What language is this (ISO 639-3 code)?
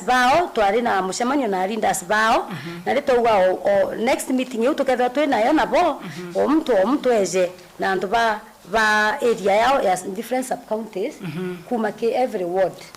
mer